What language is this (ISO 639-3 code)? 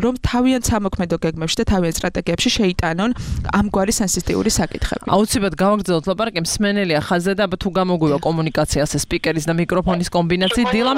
kat